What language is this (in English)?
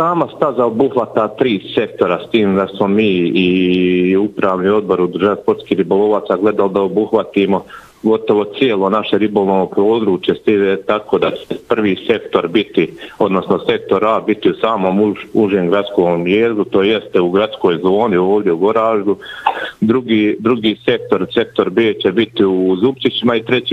Bosnian